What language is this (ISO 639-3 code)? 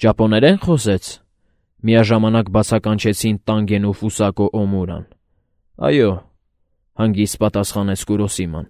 hye